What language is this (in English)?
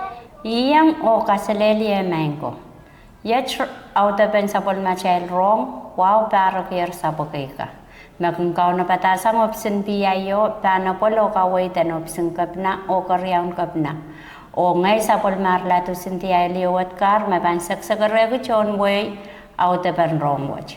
Pohnpeian